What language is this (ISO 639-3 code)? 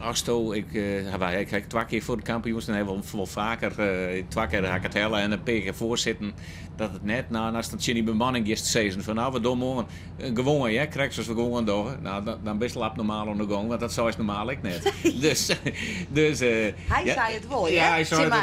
fry